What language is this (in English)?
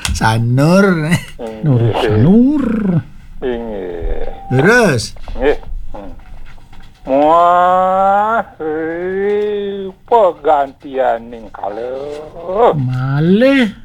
Balinese